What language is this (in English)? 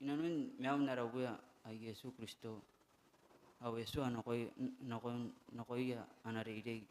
Gilbertese